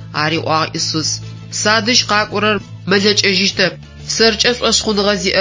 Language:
Adyghe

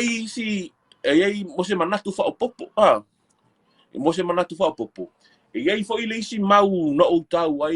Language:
Samoan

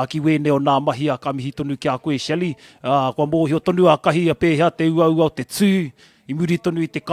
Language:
Māori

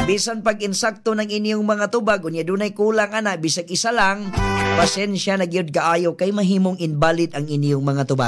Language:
Cebuano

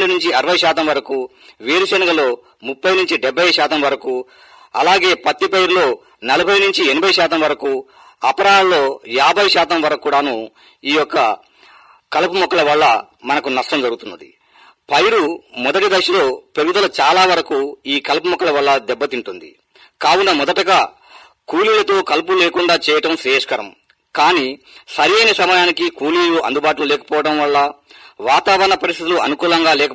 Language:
Telugu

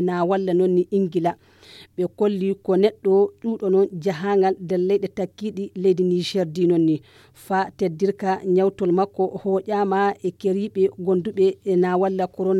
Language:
Fula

